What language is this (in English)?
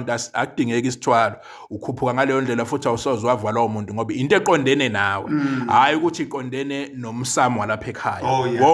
Zulu